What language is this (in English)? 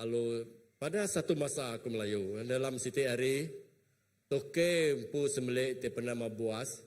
Iban